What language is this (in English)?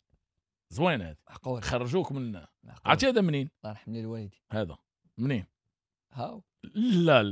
Moroccan Arabic